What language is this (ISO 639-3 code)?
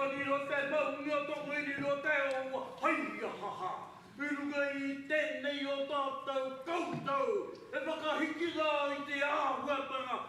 mri